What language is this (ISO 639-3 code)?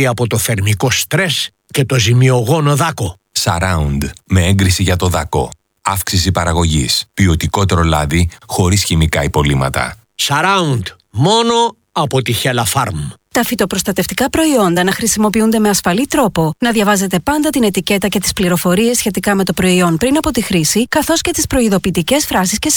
ell